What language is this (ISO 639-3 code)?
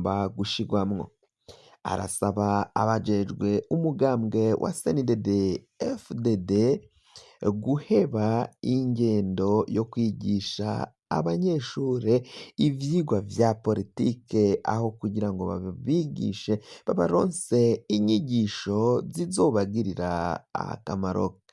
run